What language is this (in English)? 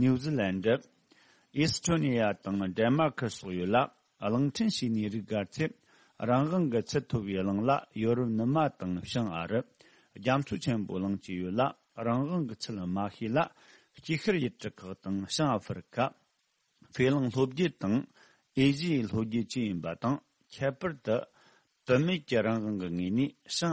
Tibetan